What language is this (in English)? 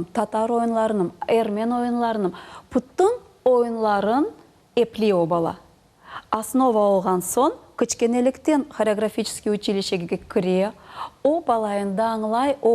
Crimean Tatar